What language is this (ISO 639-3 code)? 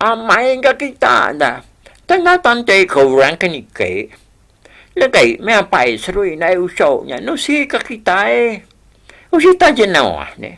iba